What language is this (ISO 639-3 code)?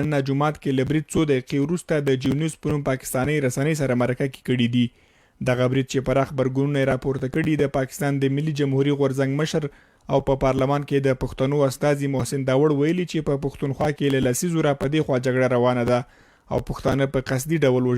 pus